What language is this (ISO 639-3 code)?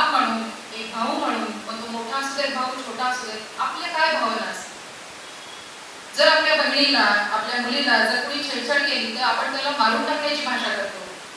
mar